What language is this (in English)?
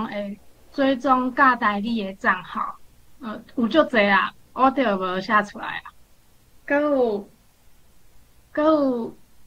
Min Nan Chinese